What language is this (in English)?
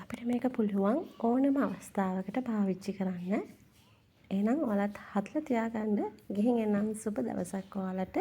Sinhala